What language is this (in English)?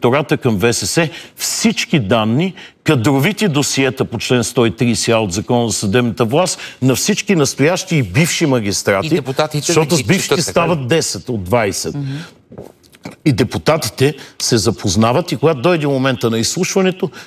Bulgarian